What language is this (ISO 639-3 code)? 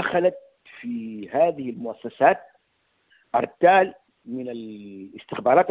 apd